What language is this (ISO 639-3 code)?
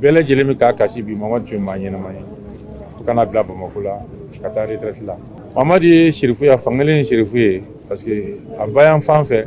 bam